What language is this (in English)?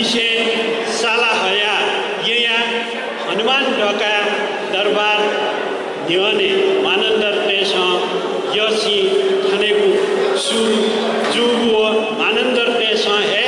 Newari